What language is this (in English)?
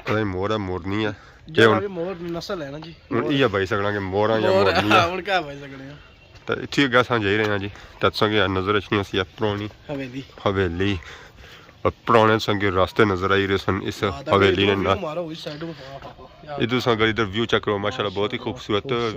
Pahari-Potwari